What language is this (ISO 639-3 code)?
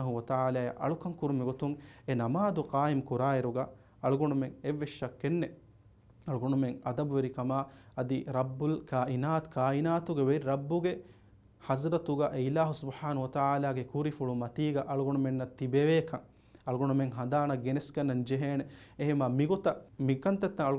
div